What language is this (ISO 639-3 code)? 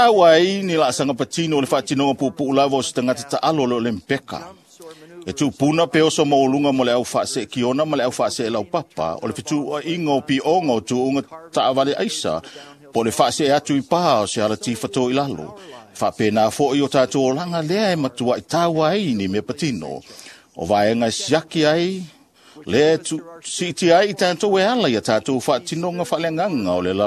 smo